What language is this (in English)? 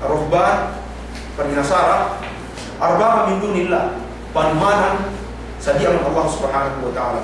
Yakan